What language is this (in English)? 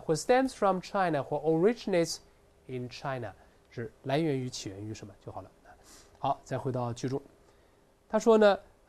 Chinese